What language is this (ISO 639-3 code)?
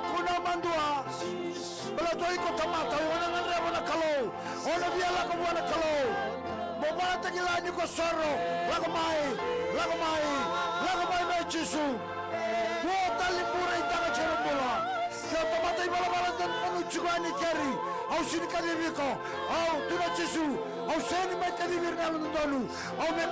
fij